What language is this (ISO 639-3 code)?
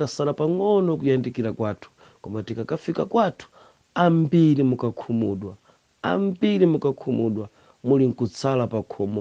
nya